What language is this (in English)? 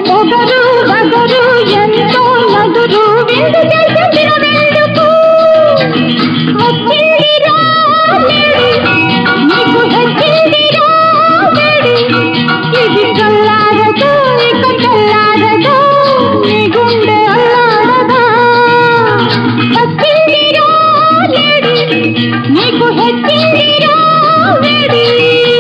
Telugu